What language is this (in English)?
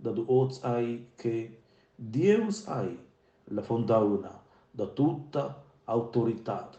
Romansh